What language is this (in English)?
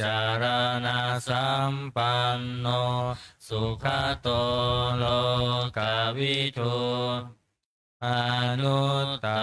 Pali